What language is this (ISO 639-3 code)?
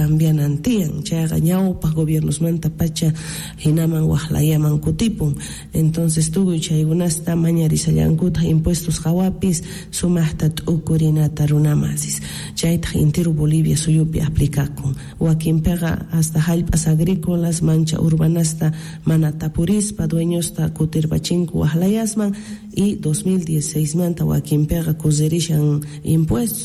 que